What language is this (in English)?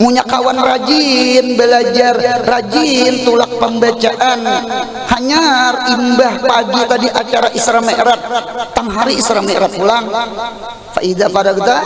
Banjar